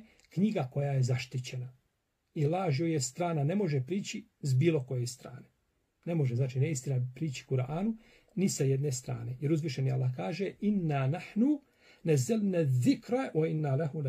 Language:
Bosnian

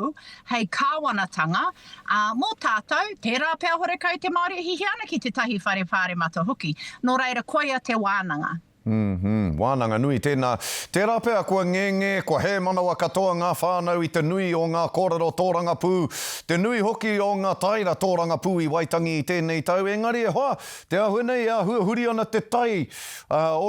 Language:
Māori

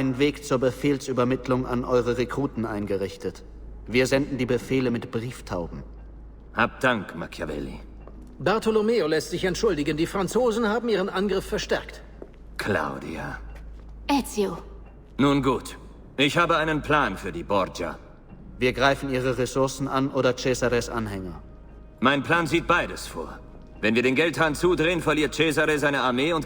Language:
Bavarian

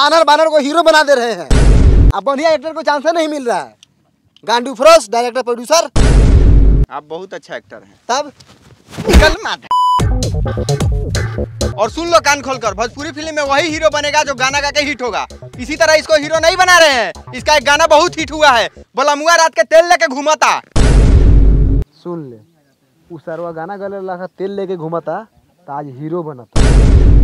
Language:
Bhojpuri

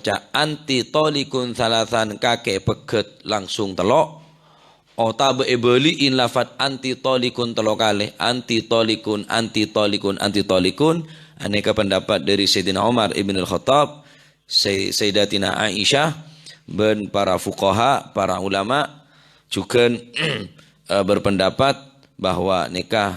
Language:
Madurese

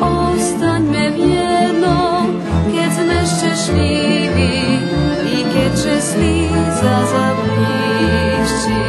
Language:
Rusyn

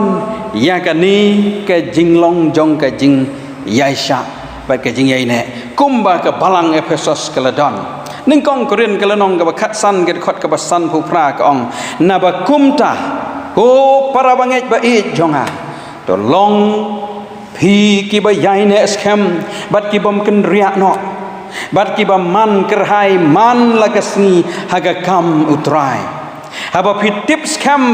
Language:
Khasi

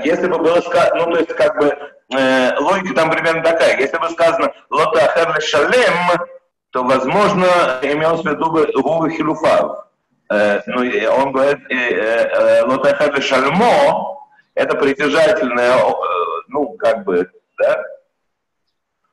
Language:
Russian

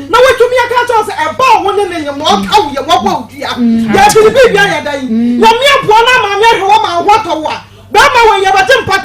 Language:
Akan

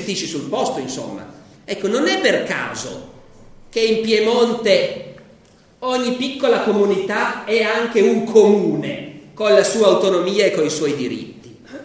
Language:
Italian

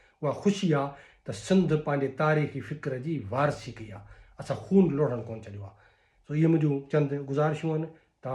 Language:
Sindhi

